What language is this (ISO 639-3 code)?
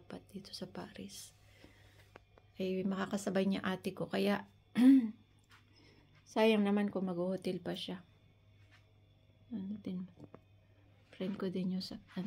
fil